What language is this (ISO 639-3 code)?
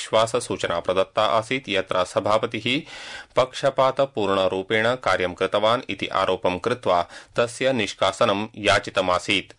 san